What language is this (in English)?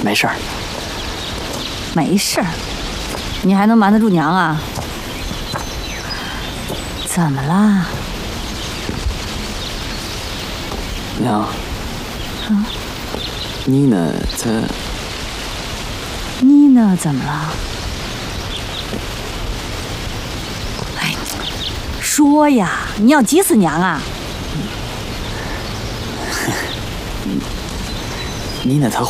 Chinese